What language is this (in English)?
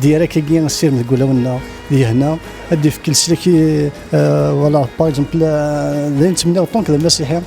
Kabyle